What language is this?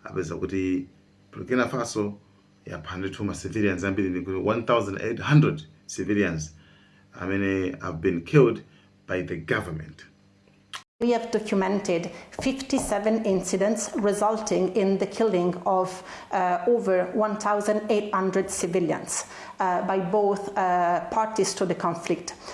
Nyanja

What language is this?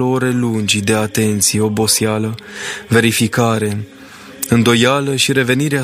Romanian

